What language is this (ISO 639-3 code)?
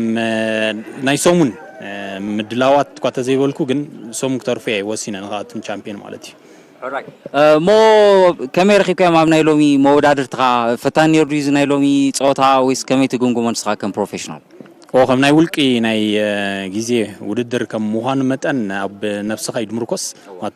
tir